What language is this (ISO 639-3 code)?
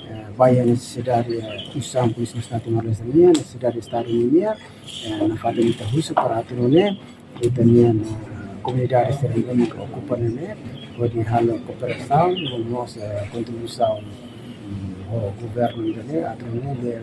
tet